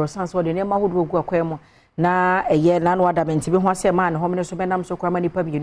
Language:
Akan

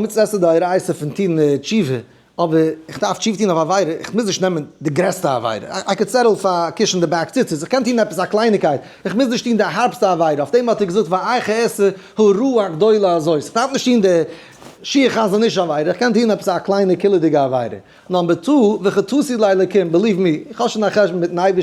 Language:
Yiddish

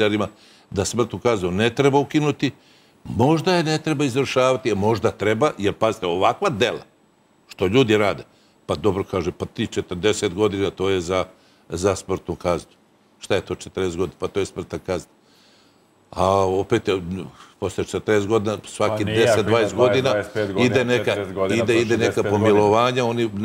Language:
Serbian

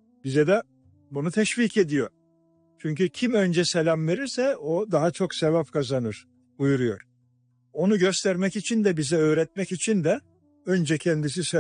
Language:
Turkish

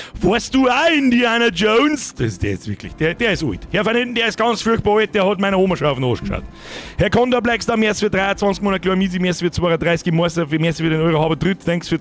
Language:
Bavarian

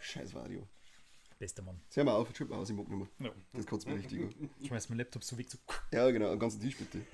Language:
Bavarian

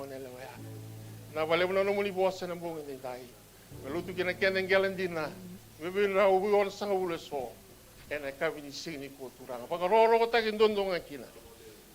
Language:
Fijian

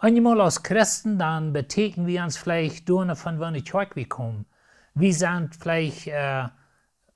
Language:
Plautdietsch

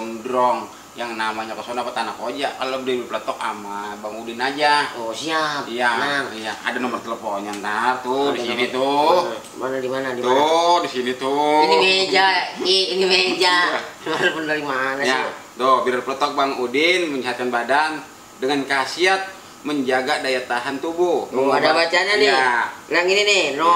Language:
Betawi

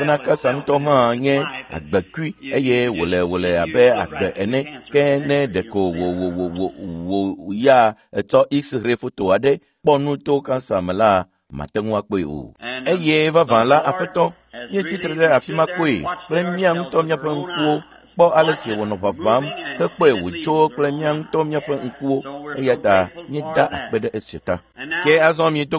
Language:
Ewe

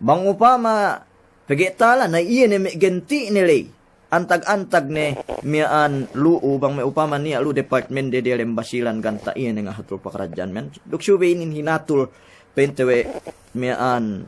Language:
Yakan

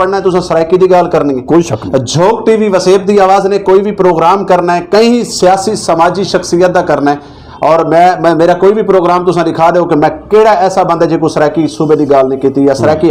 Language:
Saraiki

